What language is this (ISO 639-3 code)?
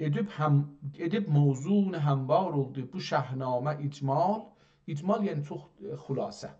azb